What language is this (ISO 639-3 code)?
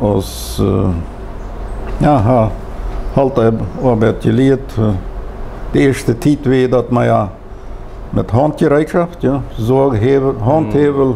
pdt